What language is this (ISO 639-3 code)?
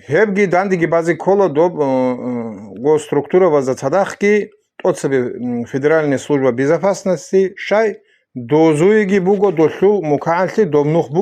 ava